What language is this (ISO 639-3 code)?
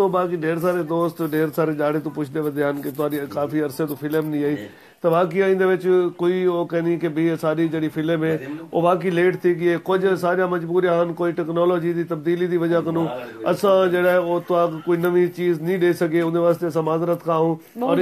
skr